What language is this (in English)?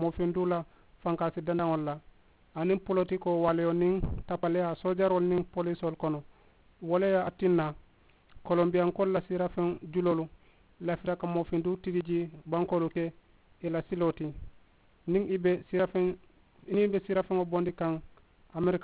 Mandingo